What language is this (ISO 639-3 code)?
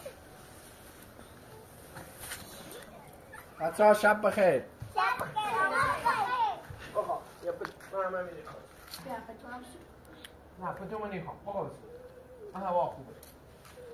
fas